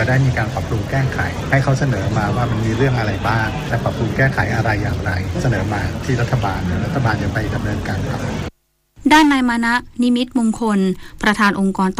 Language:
Thai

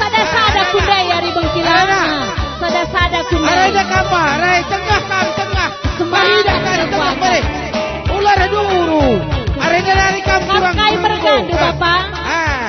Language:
Batak Karo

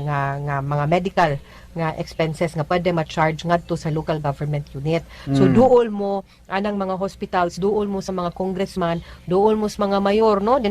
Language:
Cebuano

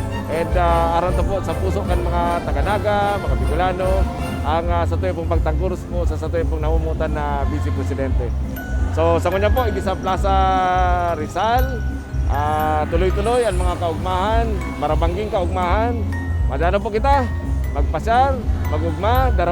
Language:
Bikol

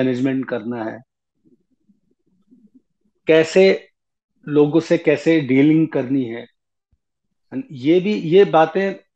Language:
Hindi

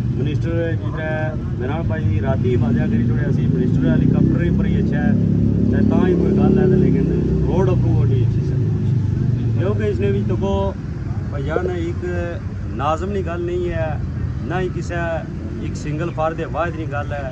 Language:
Pahari-Potwari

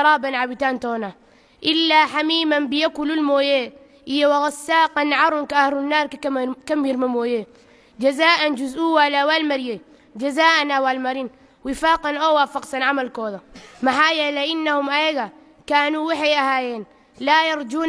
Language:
Somali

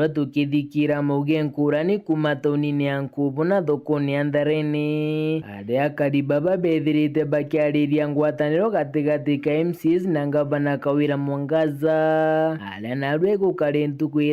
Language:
Meru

